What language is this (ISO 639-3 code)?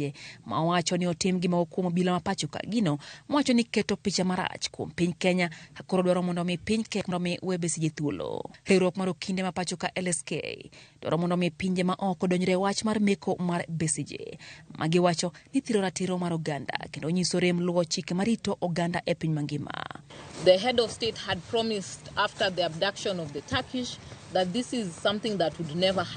luo